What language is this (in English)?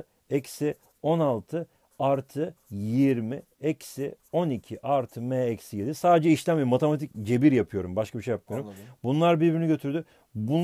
Turkish